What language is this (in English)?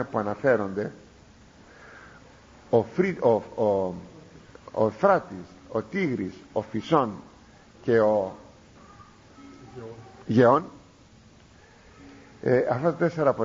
Greek